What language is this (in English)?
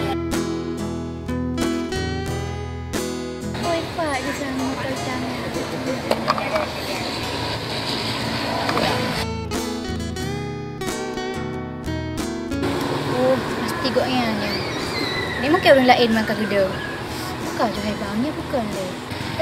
Achinese